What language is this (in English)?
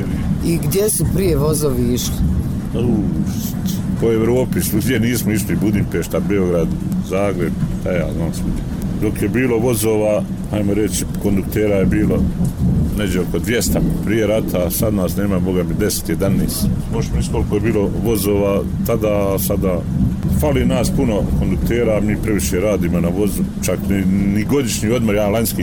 Bosnian